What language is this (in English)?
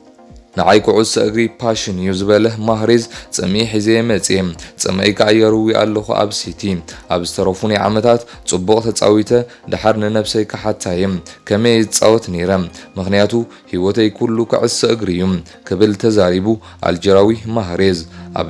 Tigrinya